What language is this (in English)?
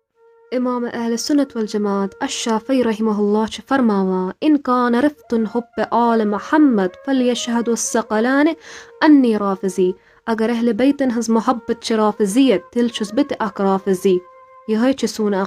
Kashmiri